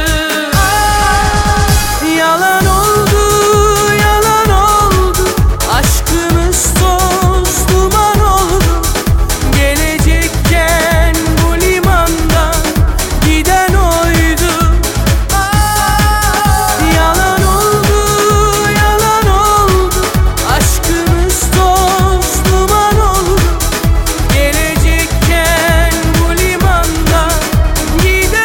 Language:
Turkish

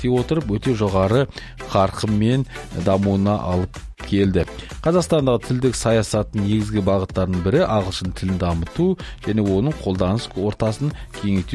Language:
Kazakh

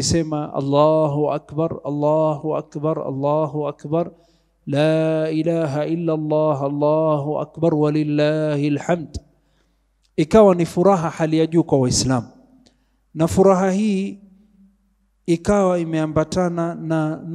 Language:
Swahili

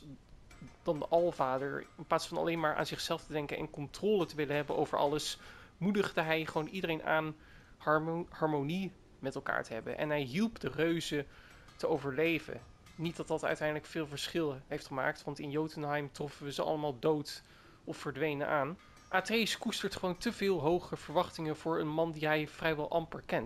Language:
Dutch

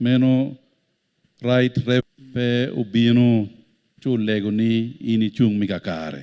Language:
Acoli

